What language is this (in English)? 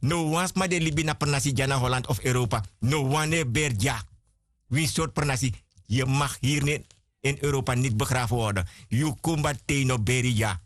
Sranan Tongo